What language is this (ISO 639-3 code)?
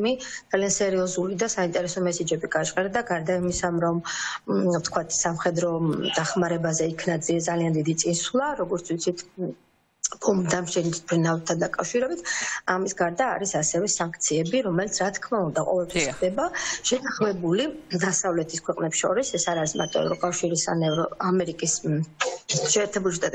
kat